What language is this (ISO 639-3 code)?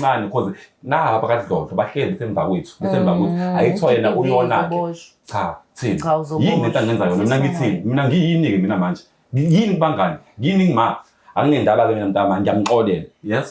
zul